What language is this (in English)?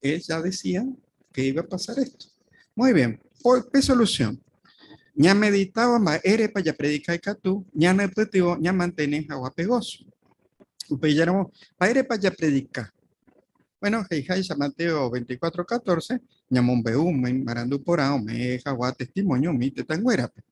Guarani